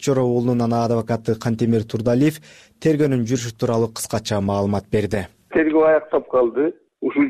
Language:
Kyrgyz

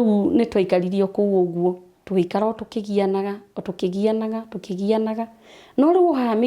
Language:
Kikuyu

